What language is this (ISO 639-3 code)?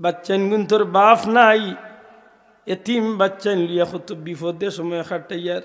syl